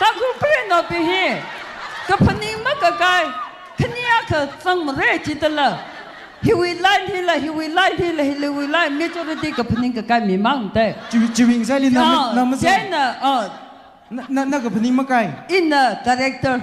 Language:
Tangkhul Naga (India)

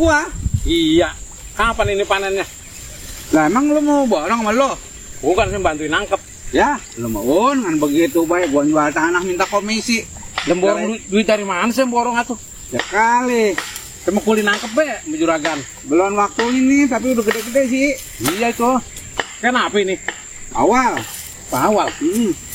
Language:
Betawi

